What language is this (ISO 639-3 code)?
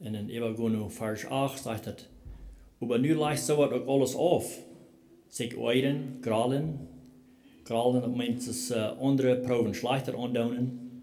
pdt